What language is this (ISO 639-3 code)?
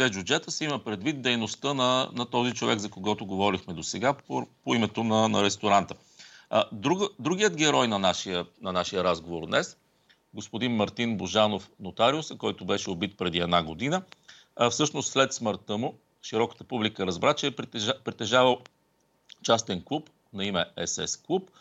bul